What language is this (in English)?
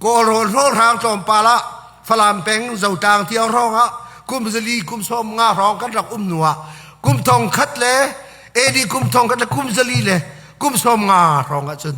Hakha Chin